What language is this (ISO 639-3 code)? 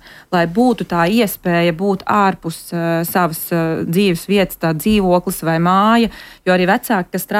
lav